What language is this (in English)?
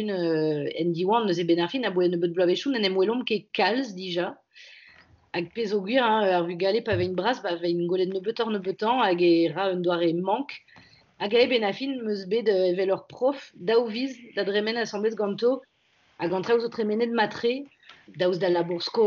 Breton